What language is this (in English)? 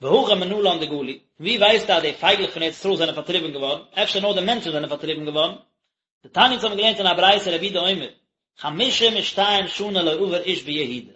Yiddish